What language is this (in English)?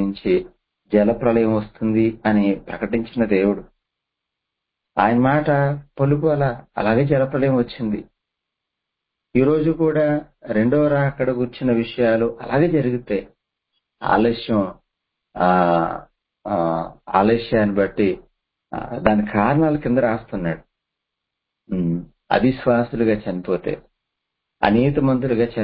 Telugu